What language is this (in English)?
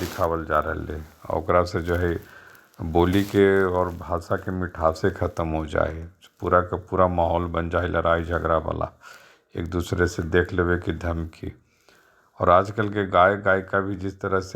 Magahi